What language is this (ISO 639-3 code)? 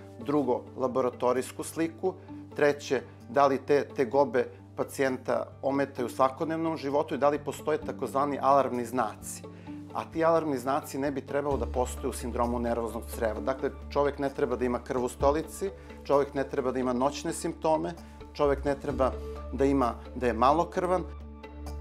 srp